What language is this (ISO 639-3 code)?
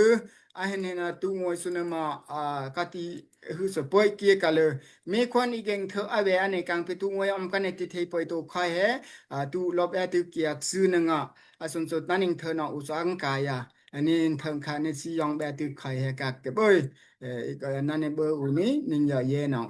dao